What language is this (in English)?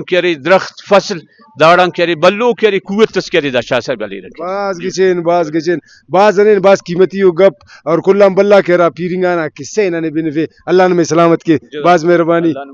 Brahui